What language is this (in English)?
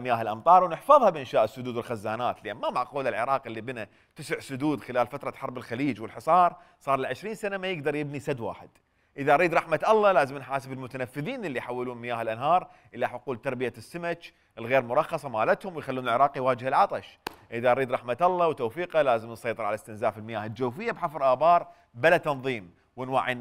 Mesopotamian Arabic